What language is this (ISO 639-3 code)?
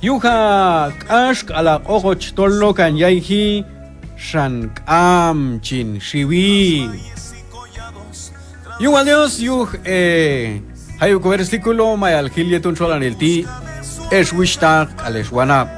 kjb